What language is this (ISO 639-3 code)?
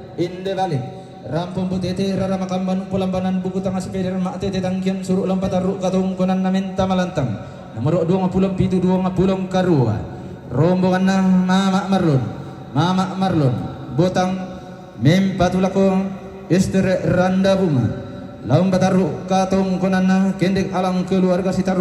sda